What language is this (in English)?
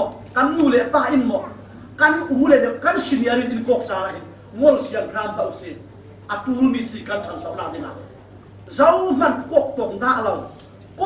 Falam Chin